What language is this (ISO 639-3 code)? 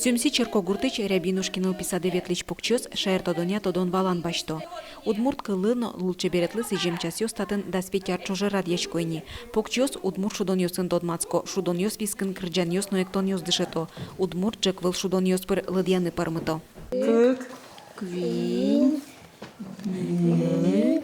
udm